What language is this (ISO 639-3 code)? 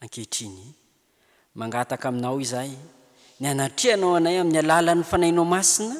mlg